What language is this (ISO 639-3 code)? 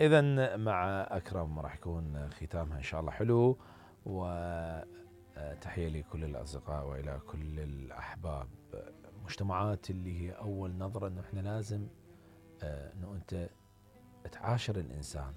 acm